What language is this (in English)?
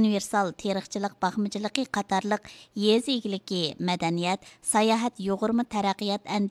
Uyghur